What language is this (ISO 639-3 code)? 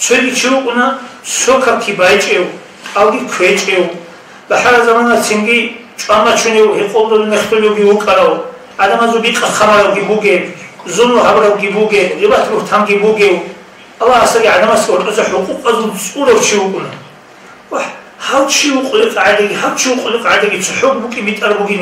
ava